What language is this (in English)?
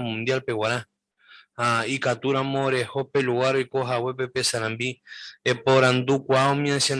Guarani